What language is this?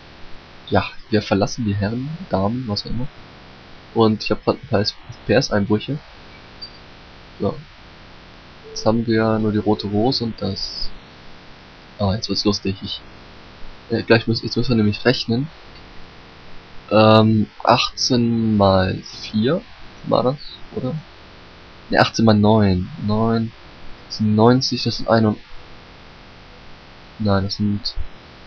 German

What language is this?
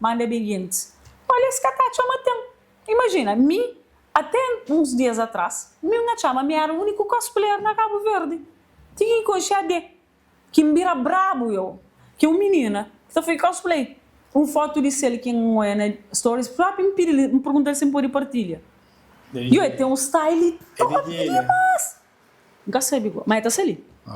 Kabuverdianu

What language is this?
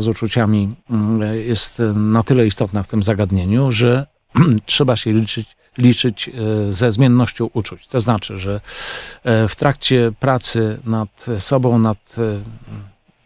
Polish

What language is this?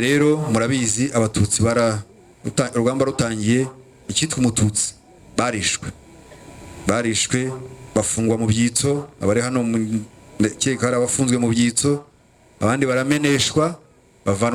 Kinyarwanda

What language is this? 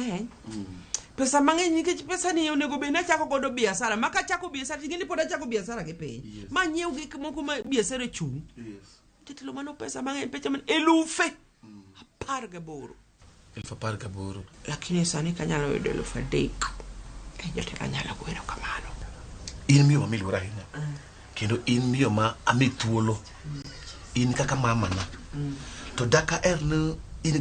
Luo (Kenya and Tanzania)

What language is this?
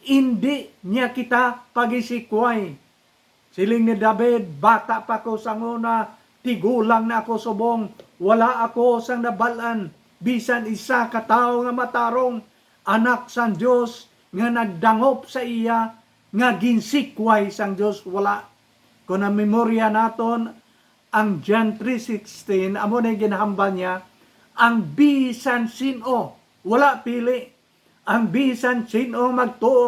Hiligaynon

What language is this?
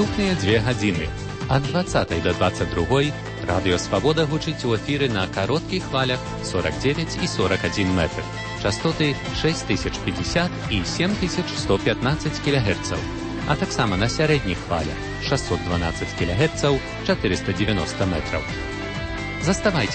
Belarusian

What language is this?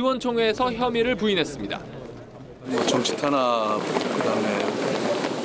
Korean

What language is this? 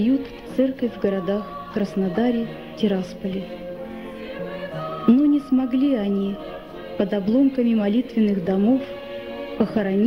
Russian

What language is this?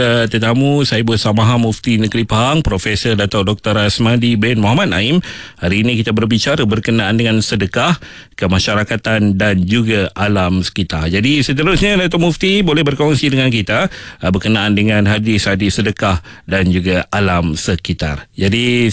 Malay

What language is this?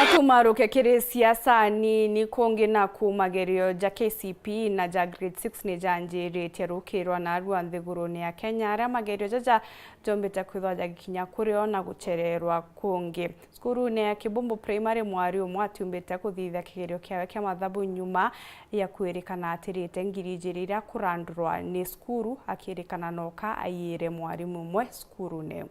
Meru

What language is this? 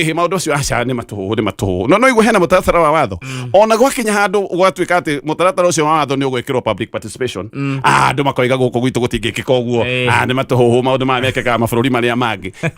Kikuyu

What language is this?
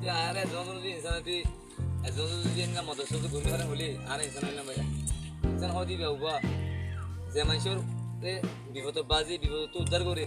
Rohingya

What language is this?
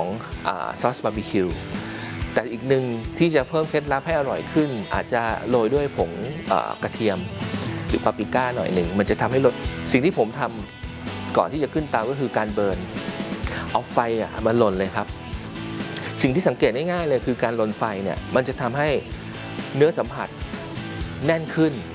Thai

